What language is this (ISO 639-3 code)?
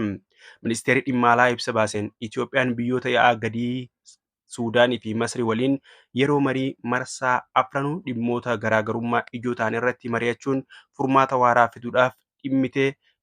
orm